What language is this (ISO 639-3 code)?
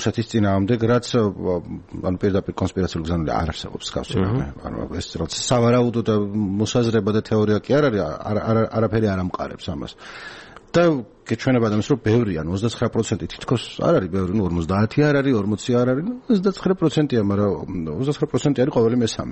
kat